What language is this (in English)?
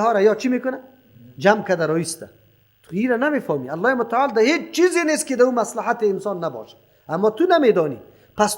Persian